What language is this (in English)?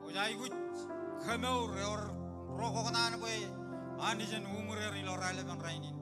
Marshallese